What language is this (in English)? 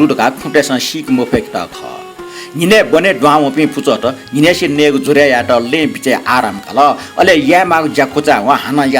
Newari